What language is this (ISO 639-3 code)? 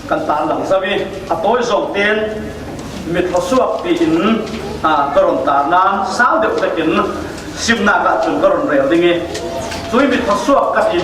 cfm